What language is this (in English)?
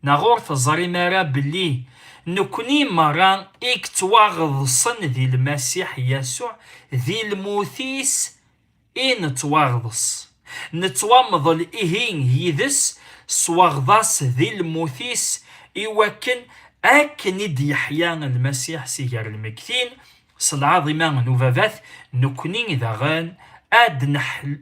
Kabyle